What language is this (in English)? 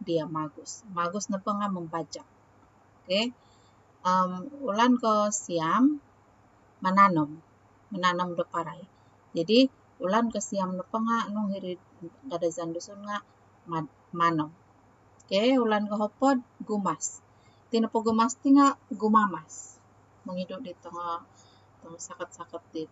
Central Dusun